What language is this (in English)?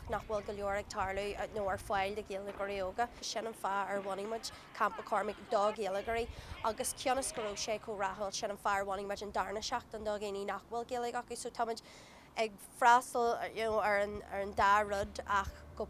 Irish